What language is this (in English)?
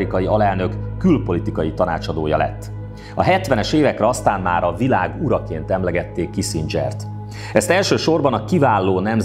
Hungarian